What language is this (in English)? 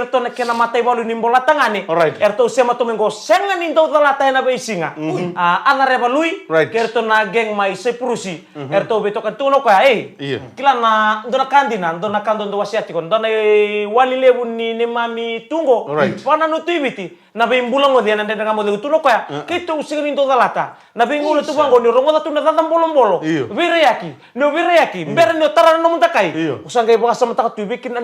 Fijian